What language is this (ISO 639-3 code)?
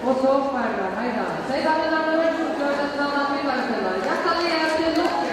fao